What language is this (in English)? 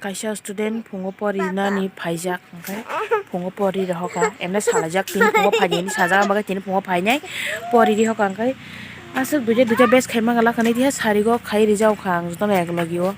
Kok Borok